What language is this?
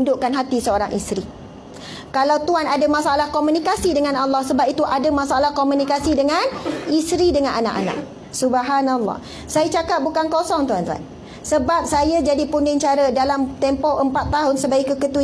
Malay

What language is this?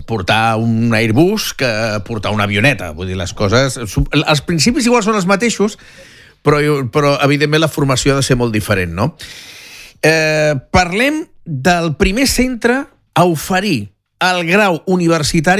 Catalan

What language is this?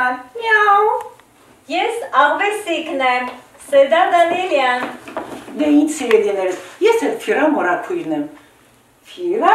Armenian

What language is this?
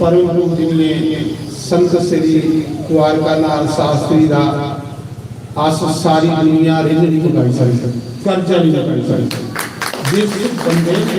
Dogri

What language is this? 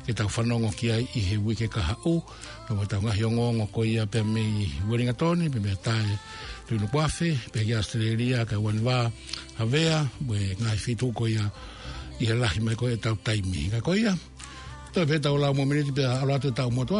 Tongan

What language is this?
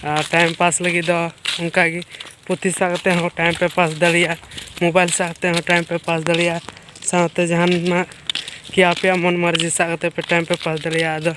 Santali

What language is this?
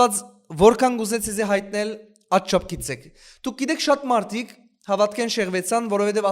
Western Armenian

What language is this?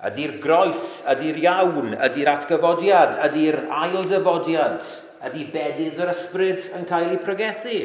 Welsh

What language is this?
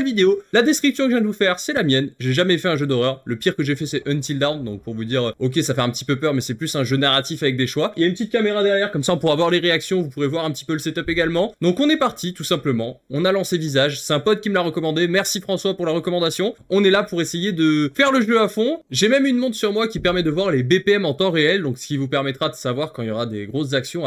French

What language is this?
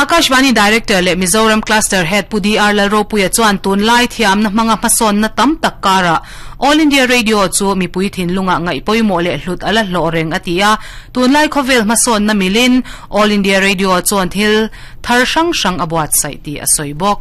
Mizo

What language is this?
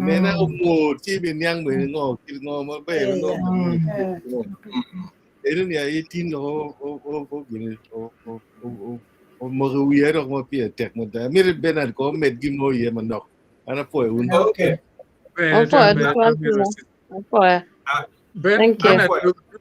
Acoli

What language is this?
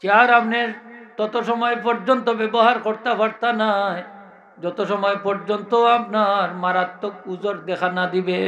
Sylheti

